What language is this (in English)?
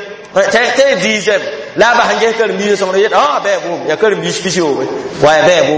Mossi